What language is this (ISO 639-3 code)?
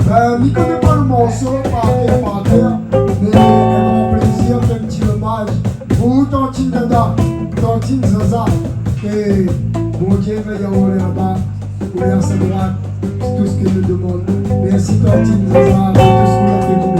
rcf